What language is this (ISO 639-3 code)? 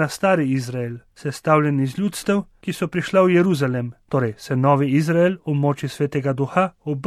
slv